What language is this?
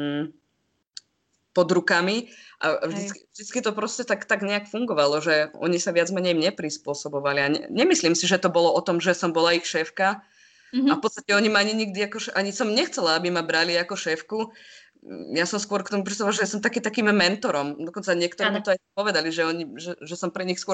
Slovak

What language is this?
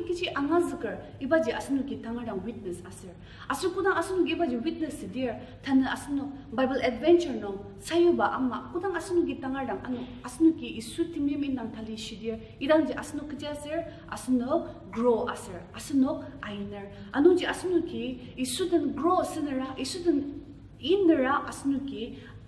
Ao Naga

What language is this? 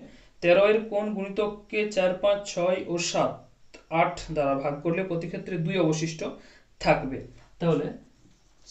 Bangla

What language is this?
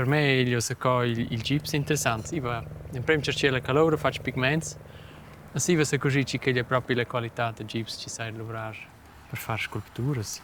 Romansh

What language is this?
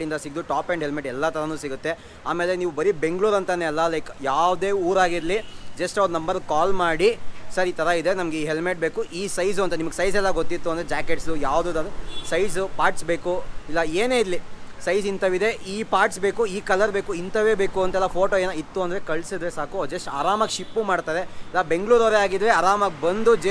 Kannada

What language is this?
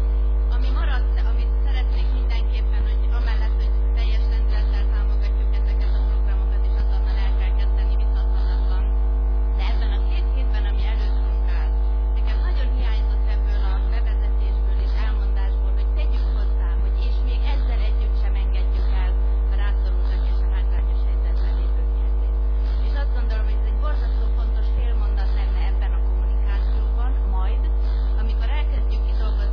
Hungarian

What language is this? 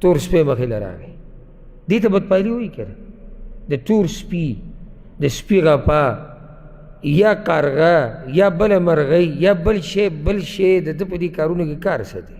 Pashto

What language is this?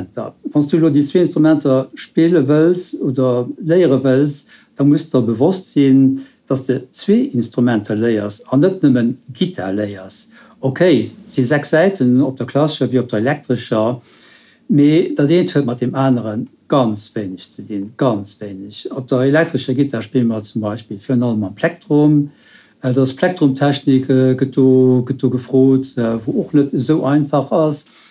Luxembourgish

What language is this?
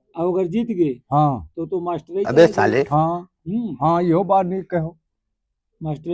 Awadhi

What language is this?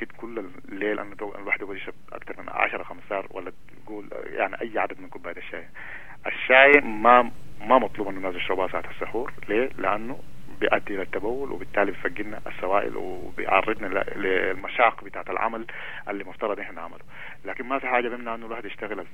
Sudanese Arabic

